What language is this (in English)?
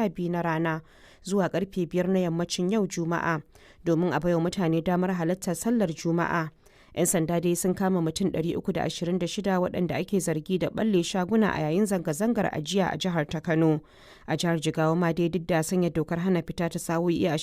Hausa